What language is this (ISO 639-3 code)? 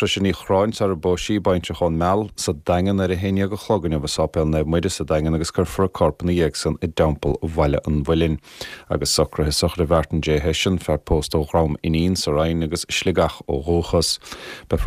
gle